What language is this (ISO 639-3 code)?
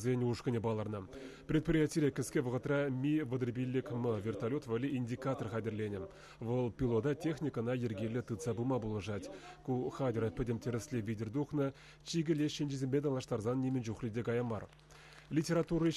chv